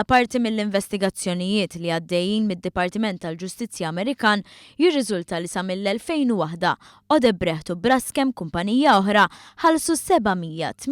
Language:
Maltese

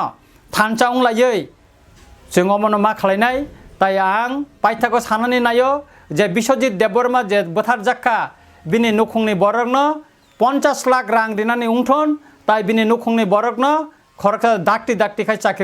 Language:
Kok Borok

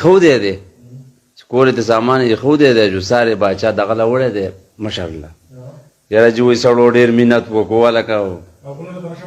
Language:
Pashto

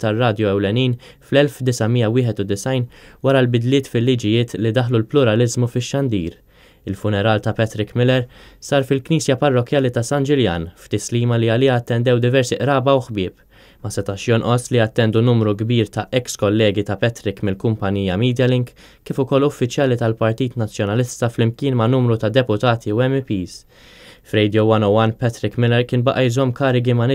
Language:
Maltese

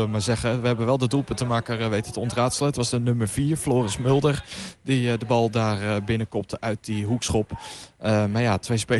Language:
Dutch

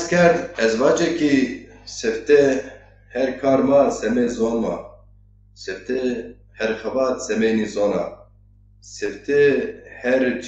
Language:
Zaza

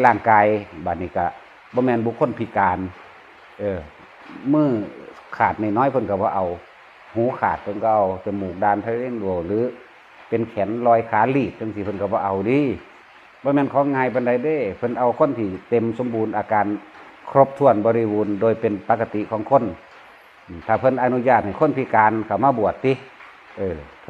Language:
Lao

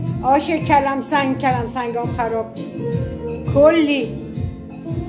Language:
Persian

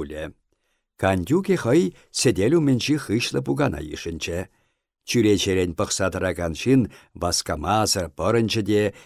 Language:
Chuvash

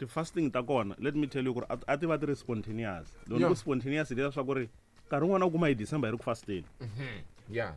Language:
Tsonga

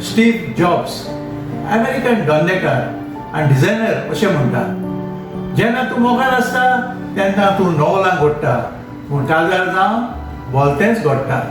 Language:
Konkani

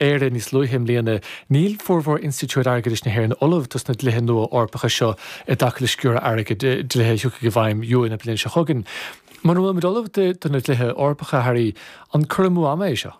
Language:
Irish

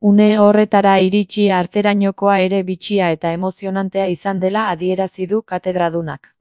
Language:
Basque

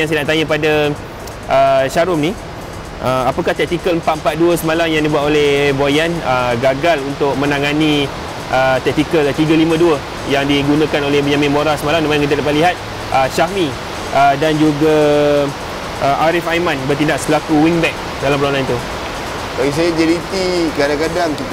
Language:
Malay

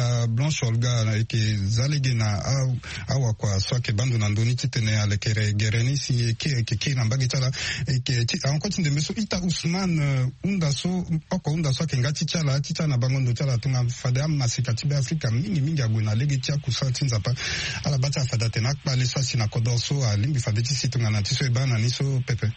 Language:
Sango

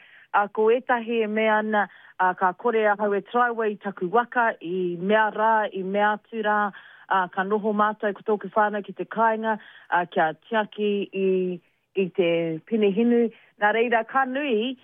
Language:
Māori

